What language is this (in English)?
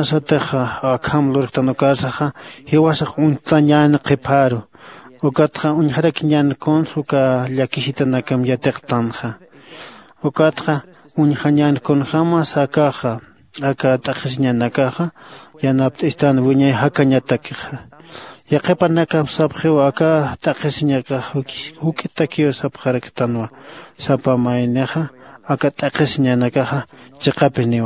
Aymara